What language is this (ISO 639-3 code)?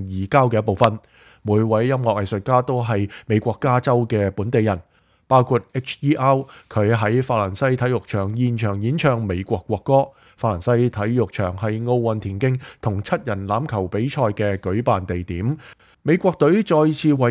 yue